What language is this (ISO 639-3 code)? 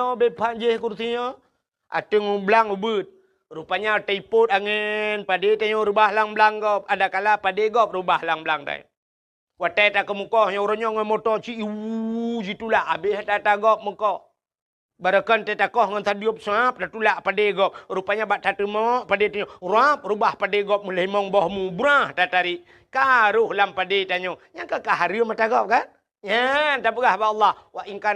ace